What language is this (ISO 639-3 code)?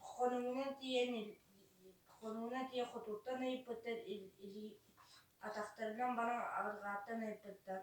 sah